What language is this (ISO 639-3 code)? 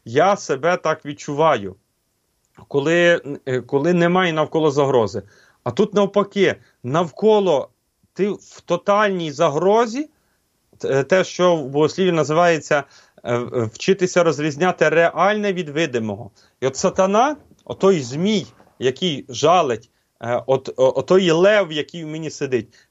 ukr